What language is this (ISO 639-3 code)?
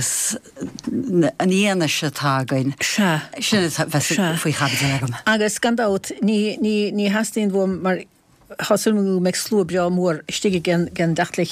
gle